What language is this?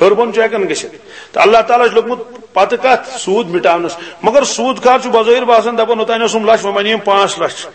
Kashmiri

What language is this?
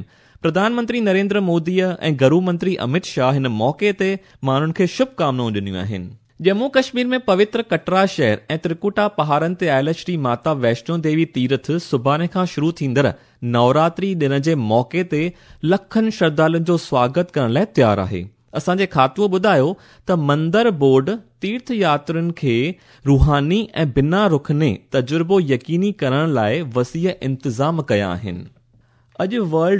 Sindhi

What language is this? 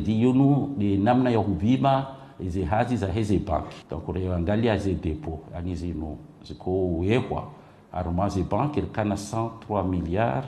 Ngazidja Comorian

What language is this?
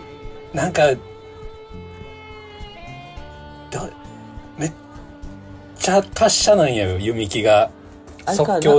Japanese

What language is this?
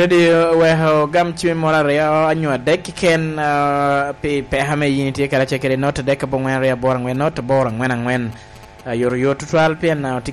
Lango (Uganda)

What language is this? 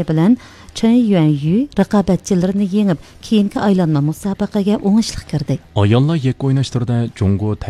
Uyghur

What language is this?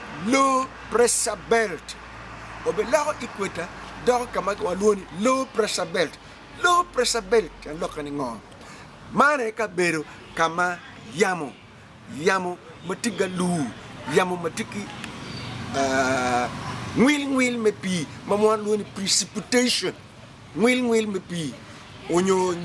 Acoli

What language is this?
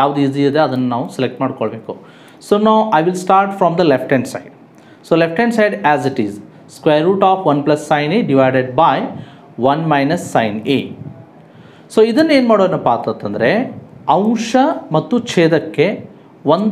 Kannada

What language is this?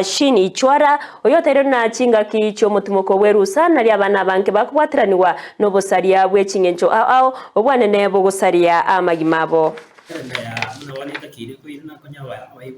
Gusii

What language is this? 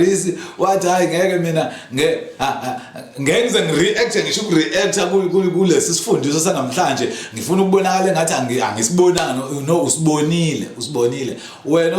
Zulu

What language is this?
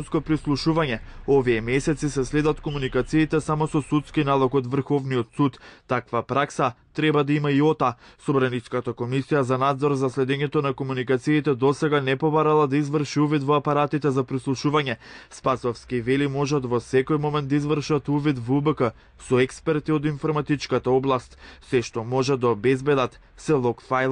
Macedonian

